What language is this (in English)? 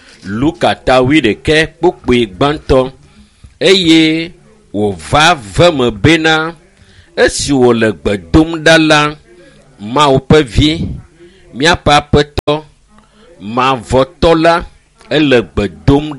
Ewe